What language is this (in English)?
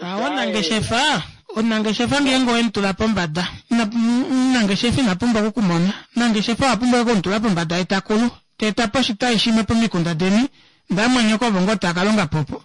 Kuanyama